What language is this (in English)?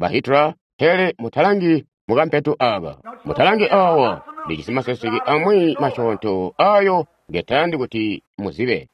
Tonga (Zambia)